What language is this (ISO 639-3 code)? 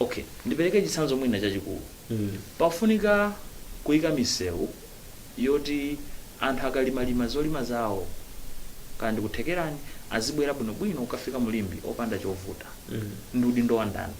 nya